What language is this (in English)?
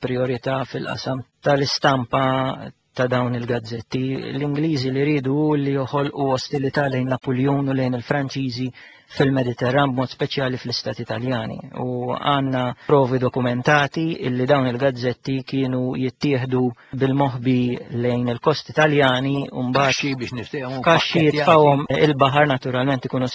Maltese